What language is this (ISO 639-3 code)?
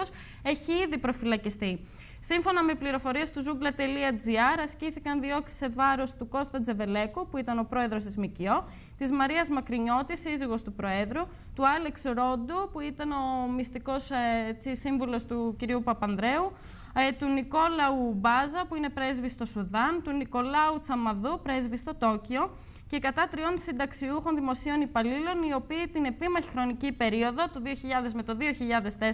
ell